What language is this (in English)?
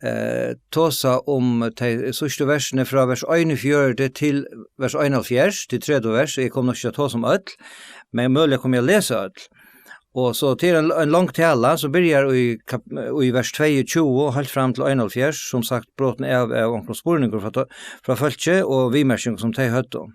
Faroese